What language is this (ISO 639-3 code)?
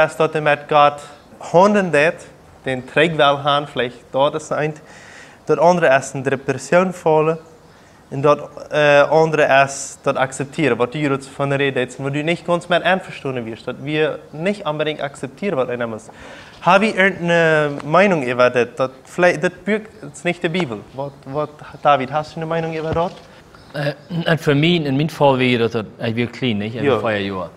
pdt